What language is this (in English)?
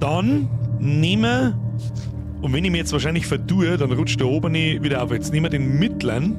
Bavarian